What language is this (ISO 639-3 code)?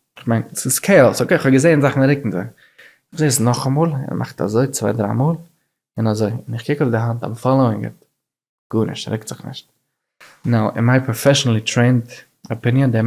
yid